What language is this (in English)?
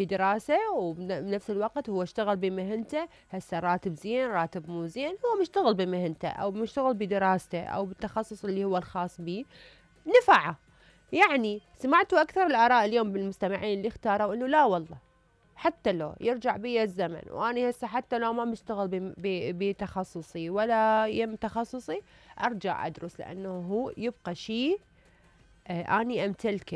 Mesopotamian Arabic